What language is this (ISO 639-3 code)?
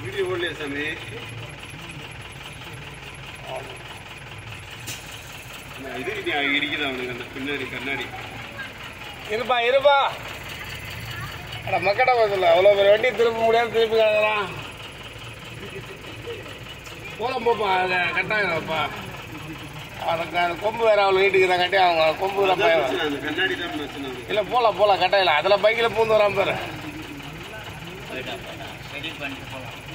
tam